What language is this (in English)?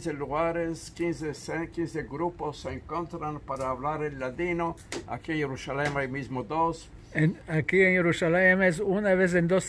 Ladino